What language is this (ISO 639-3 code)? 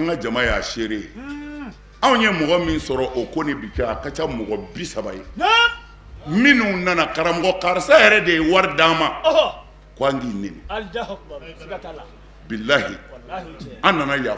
bam